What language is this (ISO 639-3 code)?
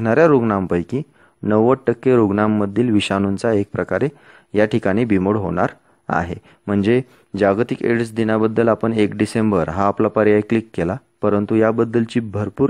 mar